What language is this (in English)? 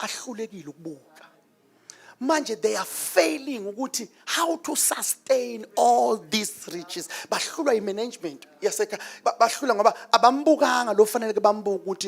Zulu